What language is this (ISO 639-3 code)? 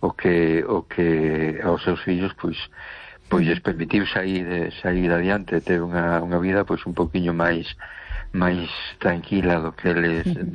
glg